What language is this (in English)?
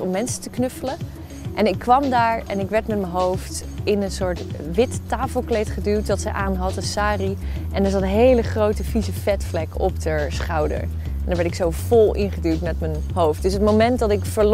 Dutch